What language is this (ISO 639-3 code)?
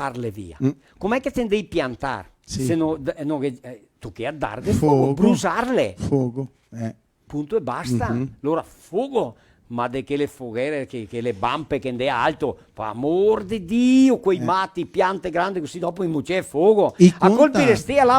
vec